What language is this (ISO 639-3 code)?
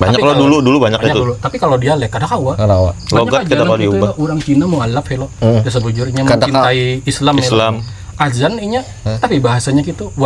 bjn